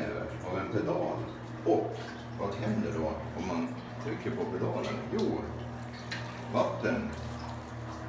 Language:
Swedish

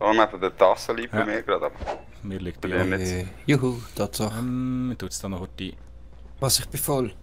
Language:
Swiss German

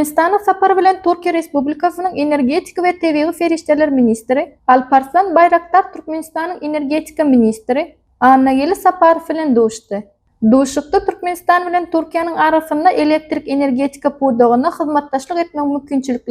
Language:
Turkmen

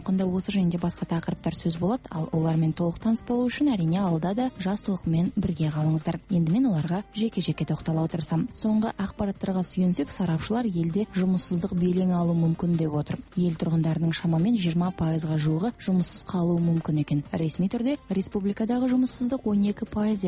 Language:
Kazakh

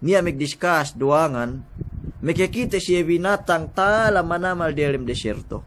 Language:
Yakan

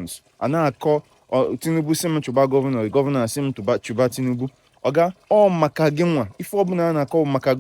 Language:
Igbo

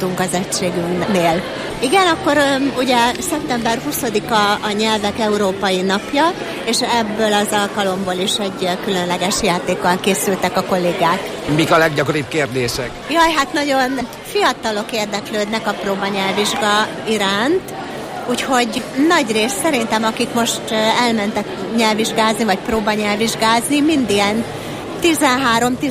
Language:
Hungarian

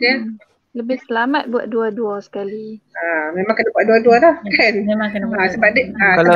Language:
Malay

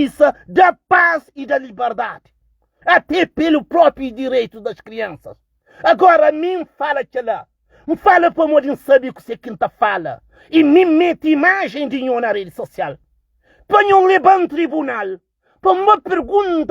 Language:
Kabuverdianu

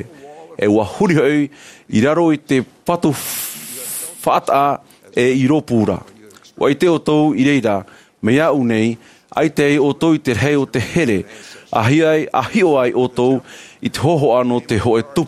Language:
Tahitian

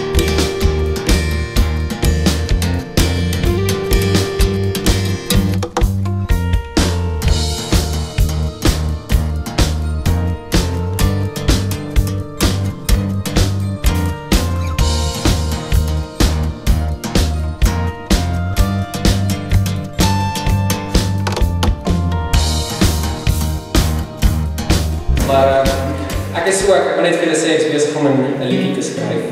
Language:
Afrikaans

